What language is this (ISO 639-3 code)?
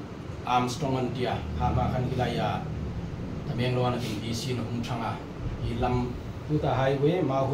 hmr